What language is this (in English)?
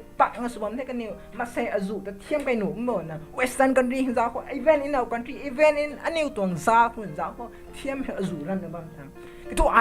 Rongmei Naga